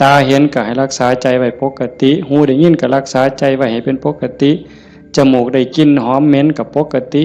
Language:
Lao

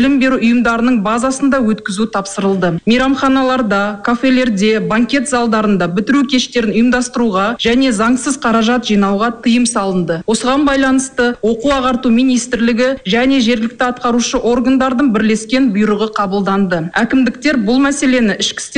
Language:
Kazakh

